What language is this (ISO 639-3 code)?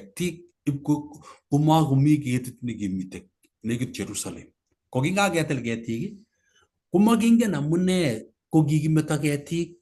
kln